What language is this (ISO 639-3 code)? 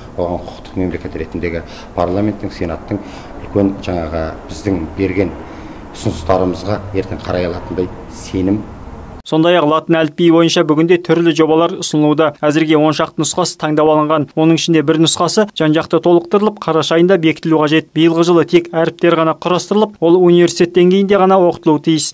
kaz